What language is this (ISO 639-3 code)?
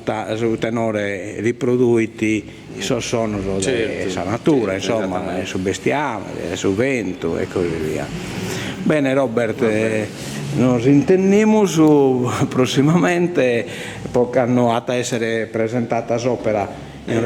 srd